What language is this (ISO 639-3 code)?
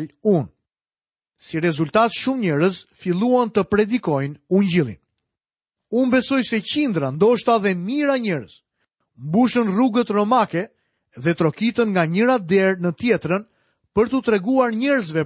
sqi